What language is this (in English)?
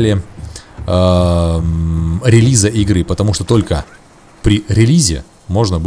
Russian